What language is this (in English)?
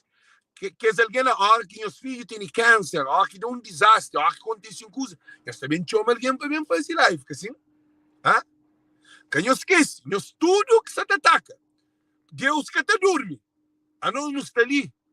Kabuverdianu